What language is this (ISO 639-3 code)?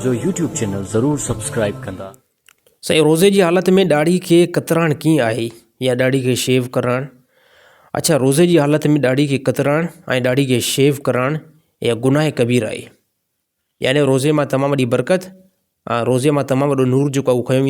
snd